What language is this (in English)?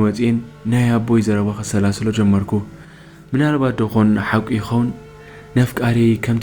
Tigrinya